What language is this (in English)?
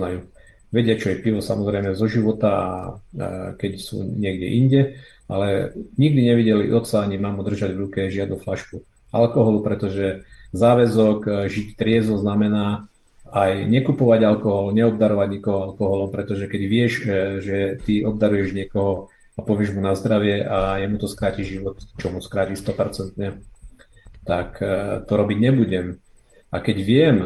Slovak